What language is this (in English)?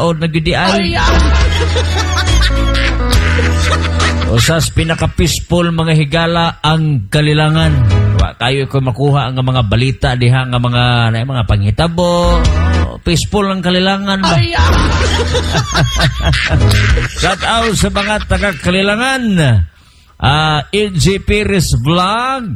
Cebuano